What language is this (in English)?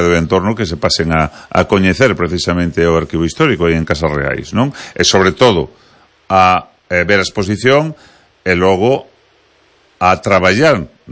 Galician